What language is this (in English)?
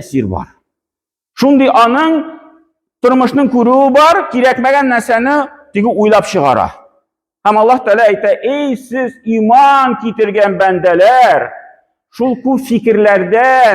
Tatar